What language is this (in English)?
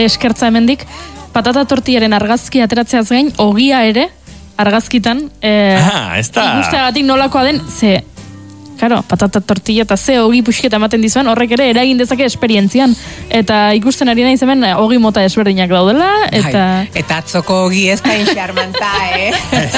Basque